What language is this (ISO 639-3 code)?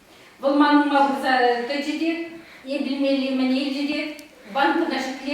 chv